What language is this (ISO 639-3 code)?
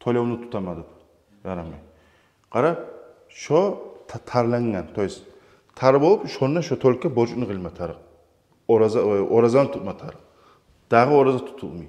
kum